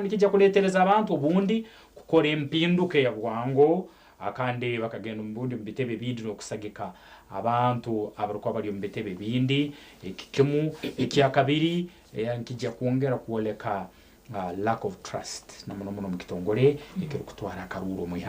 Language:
Nyankole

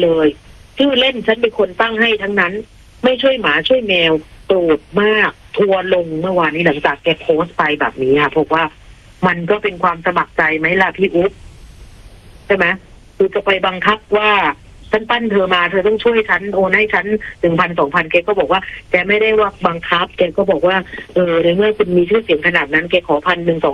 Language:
Thai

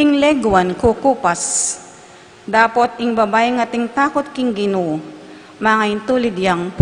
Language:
Pampanga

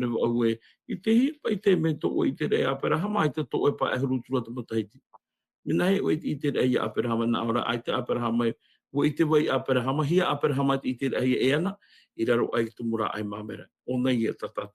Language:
Tahitian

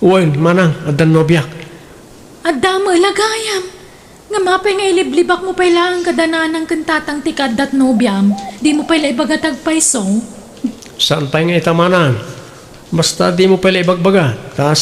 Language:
Iloko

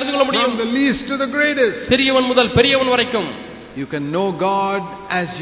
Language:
Tamil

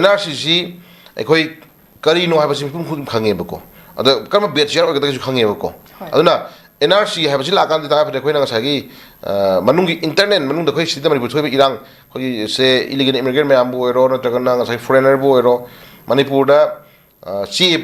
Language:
Manipuri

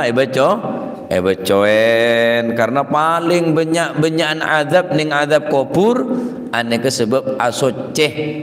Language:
Madurese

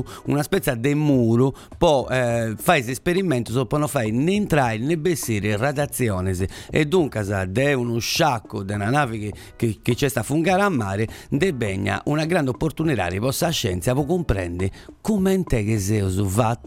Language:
Italian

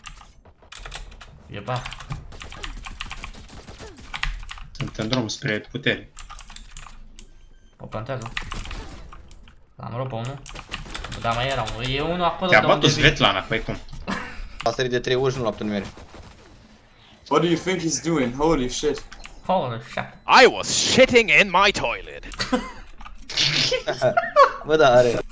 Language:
Romanian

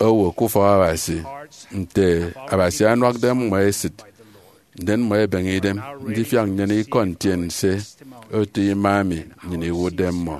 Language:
Efik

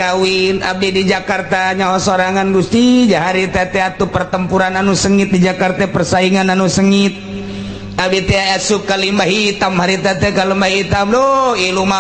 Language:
Sundanese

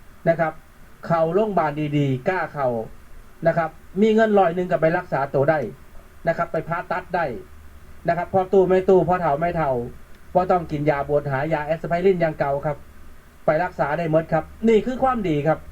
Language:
Northeastern Thai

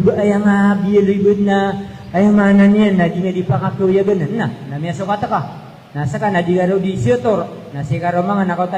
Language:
Maranao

